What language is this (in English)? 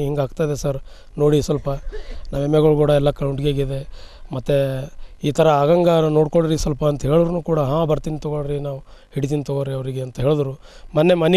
Kannada